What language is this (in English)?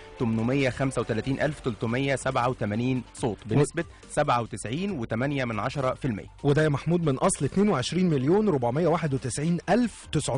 Egyptian Arabic